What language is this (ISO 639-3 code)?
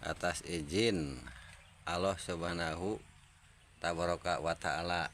sun